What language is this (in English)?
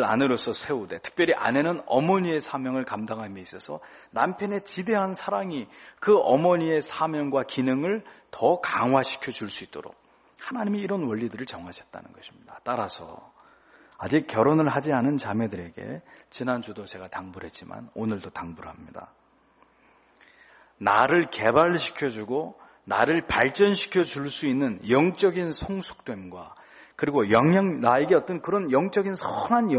Korean